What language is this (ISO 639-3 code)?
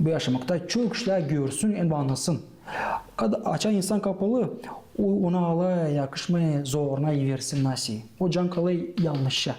gag